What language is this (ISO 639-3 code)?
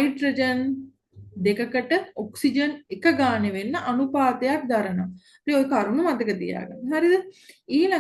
sin